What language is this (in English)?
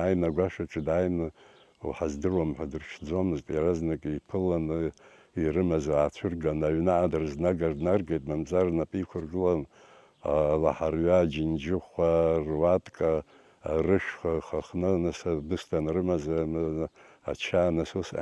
Abkhazian